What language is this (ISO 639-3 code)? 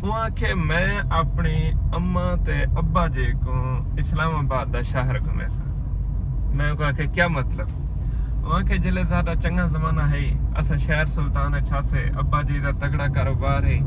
skr